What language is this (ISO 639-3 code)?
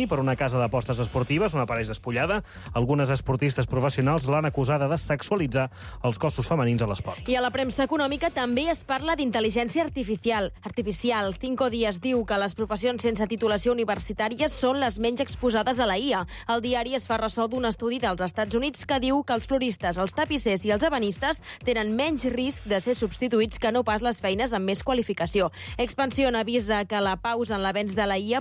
cat